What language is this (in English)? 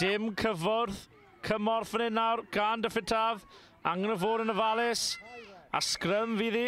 Welsh